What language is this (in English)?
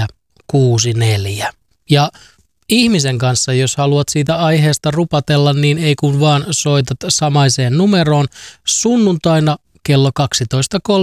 Finnish